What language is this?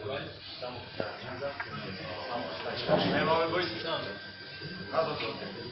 Macedonian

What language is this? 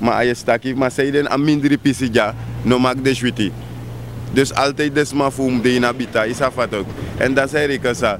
Sranan Tongo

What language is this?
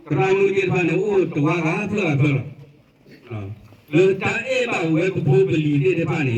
S'gaw Karen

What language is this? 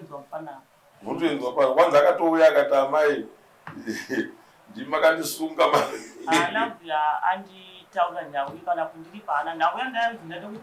Shona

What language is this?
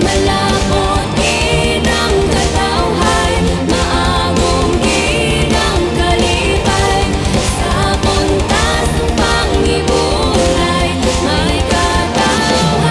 Hiligaynon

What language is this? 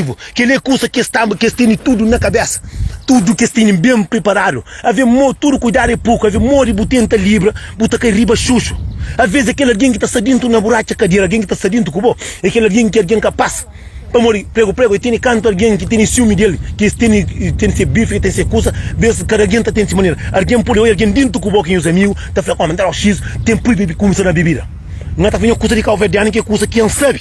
Kabuverdianu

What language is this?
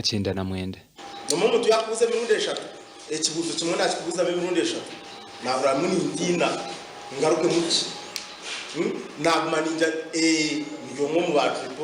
Nyankole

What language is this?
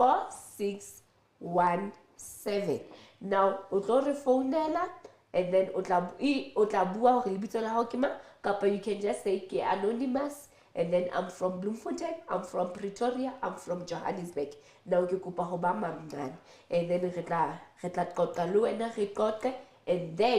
Southern Sotho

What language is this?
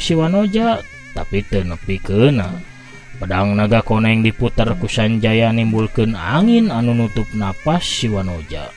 Sundanese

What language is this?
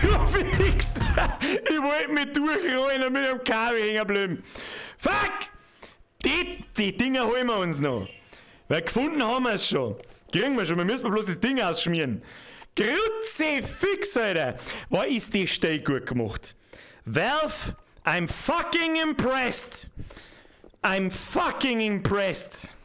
Bavarian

